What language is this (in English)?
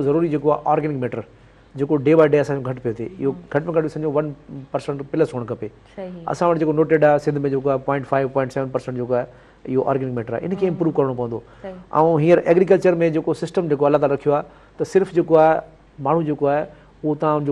Sindhi